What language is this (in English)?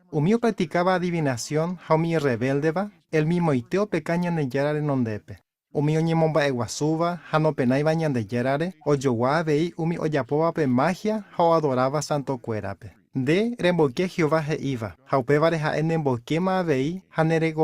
Guarani